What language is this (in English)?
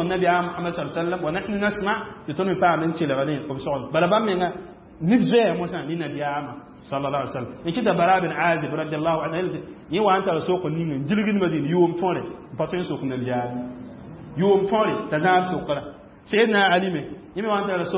Mossi